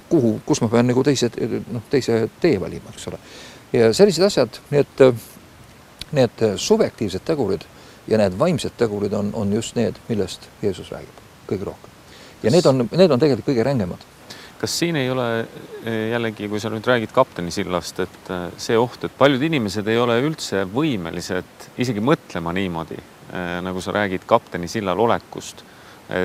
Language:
Estonian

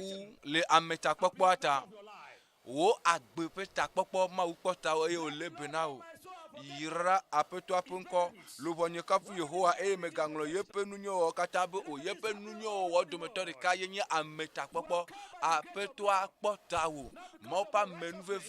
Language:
Ewe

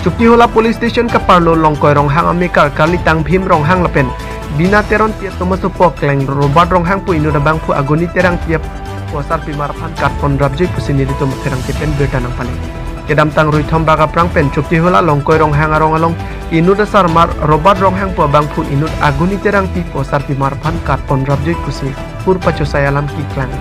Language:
Karbi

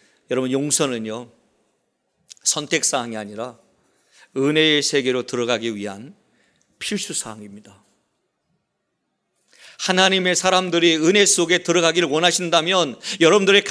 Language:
Korean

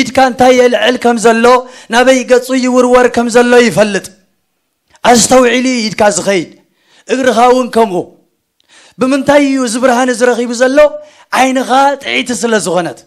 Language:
Tigrinya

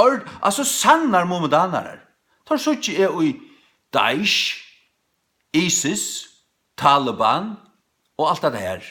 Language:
Faroese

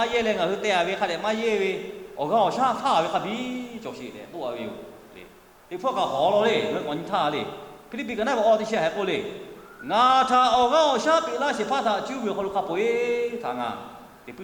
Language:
Lahu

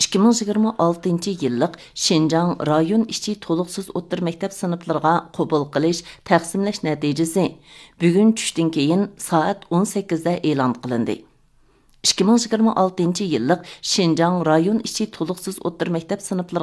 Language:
Uyghur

